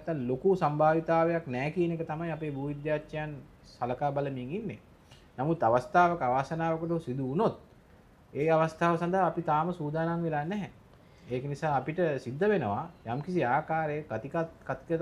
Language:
Sinhala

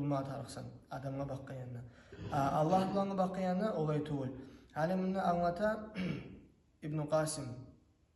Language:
Kumyk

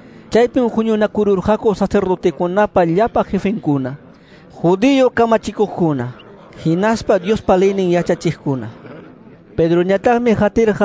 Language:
Quechua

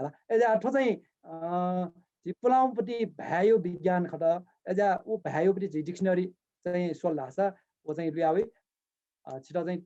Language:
Newari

